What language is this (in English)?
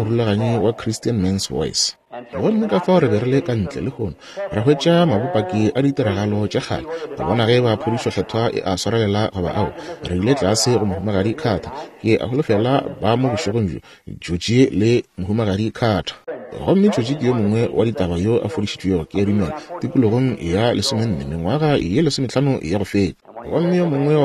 Northern Sotho